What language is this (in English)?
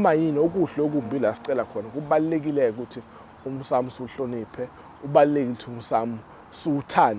Zulu